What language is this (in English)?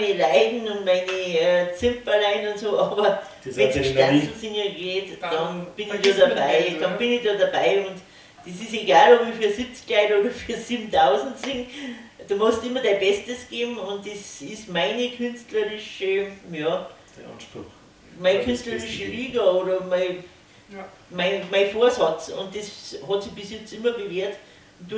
Bavarian